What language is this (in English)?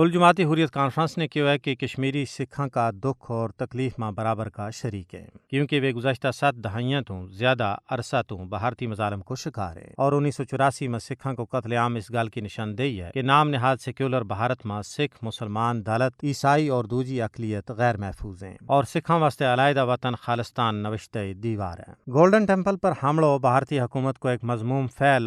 Gujari